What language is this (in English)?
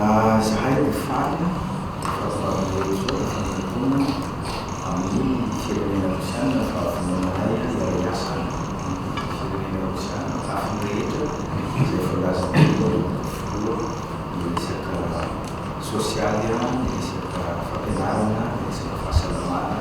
Malagasy